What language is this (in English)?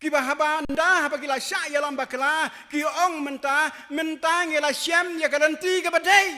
Khasi